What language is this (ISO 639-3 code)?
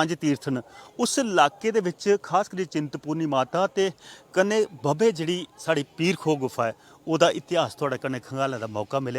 doi